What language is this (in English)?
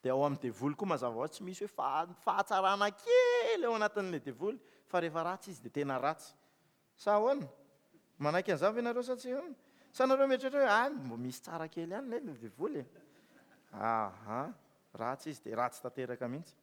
Malagasy